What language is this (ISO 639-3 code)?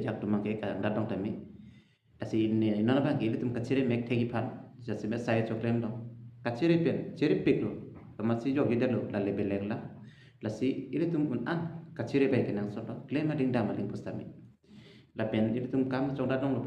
mjw